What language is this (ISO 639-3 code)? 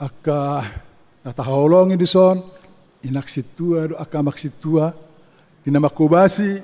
bbc